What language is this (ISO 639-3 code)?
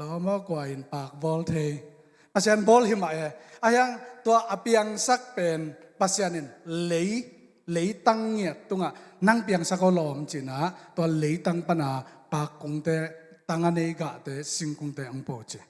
ctd